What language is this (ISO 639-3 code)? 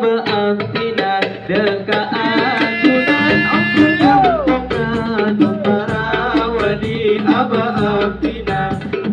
mad